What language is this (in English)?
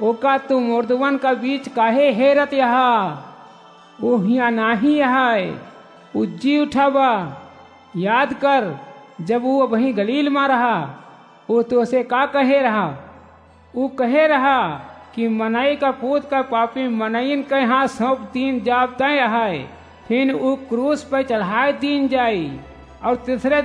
Awadhi